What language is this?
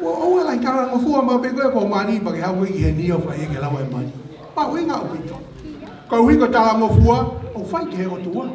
Tongan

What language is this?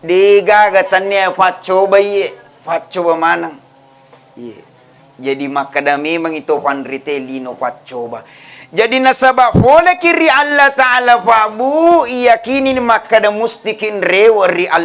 Buginese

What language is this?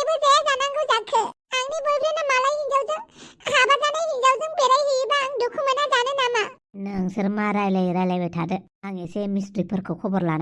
Bodo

